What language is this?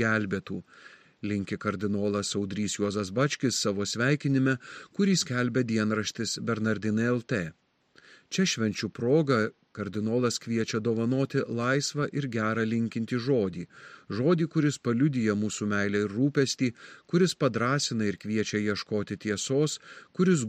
Lithuanian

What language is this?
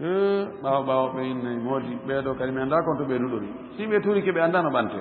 Fula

